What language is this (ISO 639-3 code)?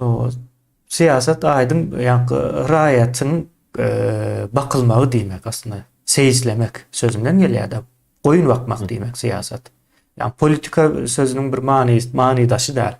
tuk